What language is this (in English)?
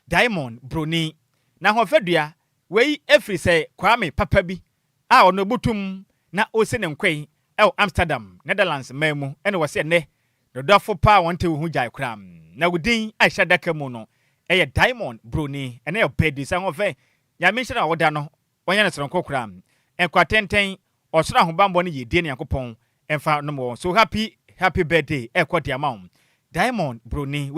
Akan